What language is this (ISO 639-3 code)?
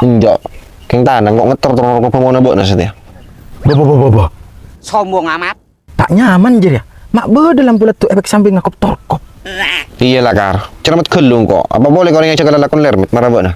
mad